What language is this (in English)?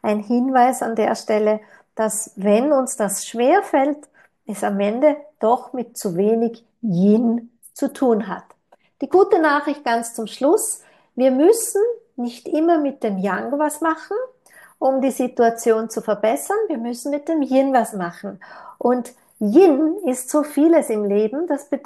German